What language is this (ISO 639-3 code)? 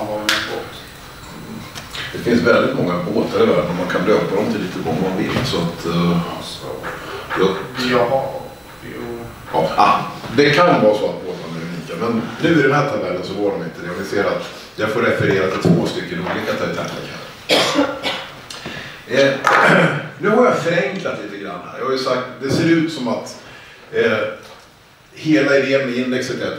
swe